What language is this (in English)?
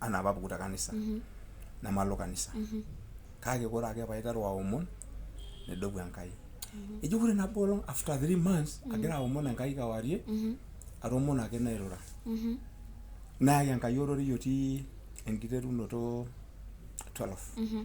Masai